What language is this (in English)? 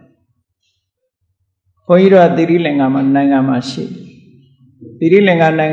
Burmese